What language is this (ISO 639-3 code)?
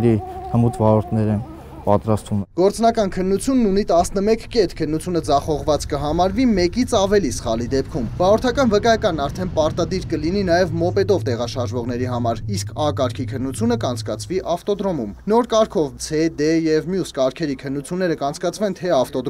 hye